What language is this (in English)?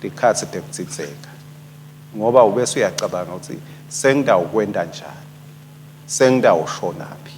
Swati